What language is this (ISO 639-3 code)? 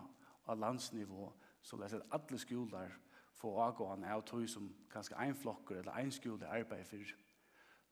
fao